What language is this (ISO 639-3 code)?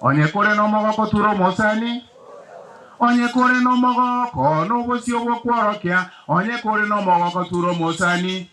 guz